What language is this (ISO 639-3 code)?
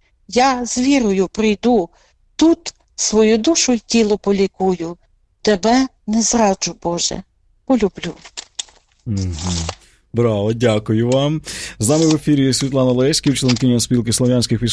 ukr